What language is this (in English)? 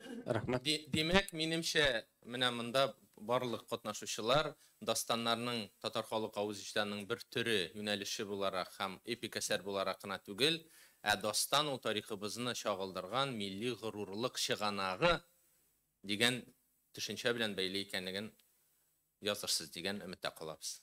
Tatar